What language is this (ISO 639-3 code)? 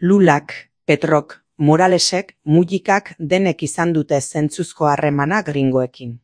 eus